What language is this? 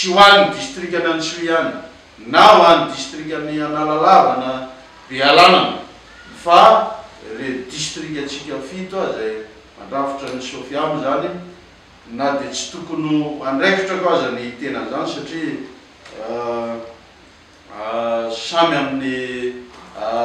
Malagasy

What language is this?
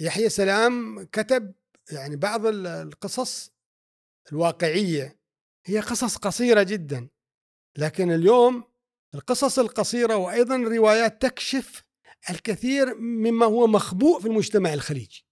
Gulf Arabic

